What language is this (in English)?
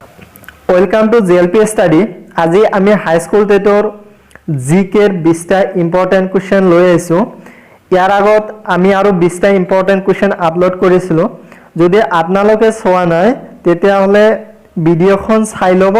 Assamese